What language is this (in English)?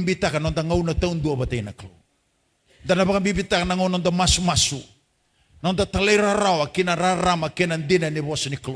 Fijian